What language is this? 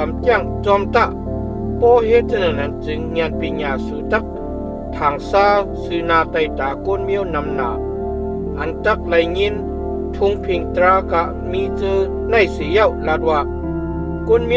Shan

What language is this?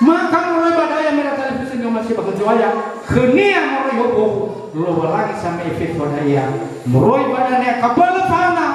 Nias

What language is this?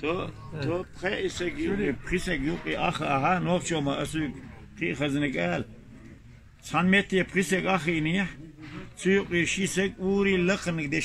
Chechen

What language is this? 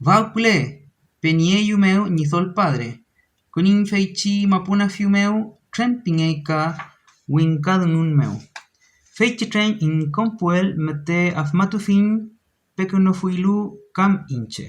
Mapuche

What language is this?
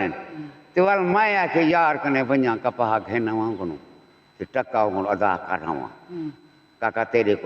Saraiki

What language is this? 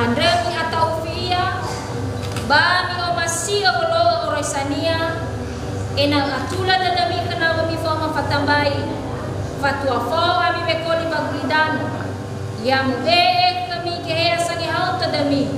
Nias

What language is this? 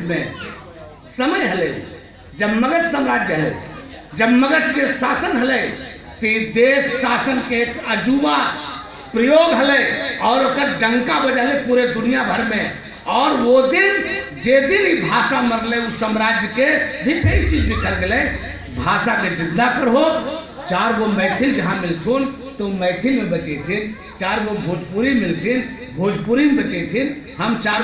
Magahi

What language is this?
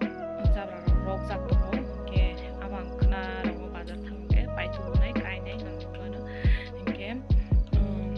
Kok Borok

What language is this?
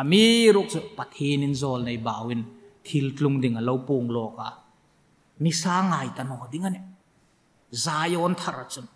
Hmar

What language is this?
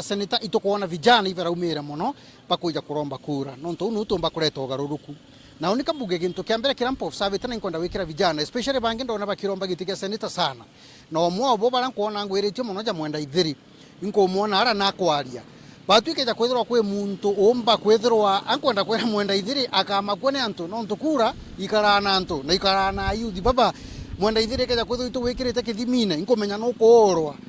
Meru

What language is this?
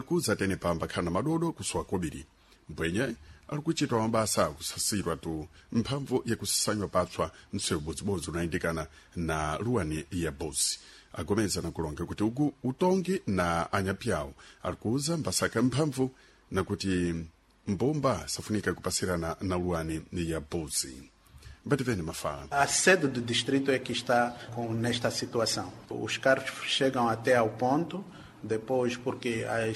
Sena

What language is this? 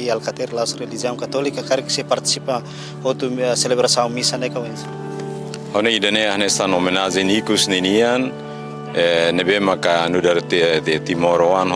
Tetum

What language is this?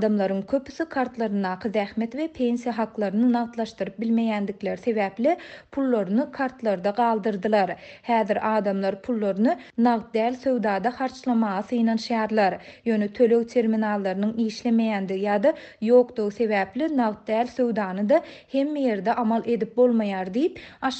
Turkmen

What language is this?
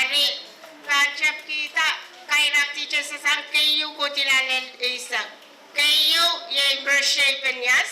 Pohnpeian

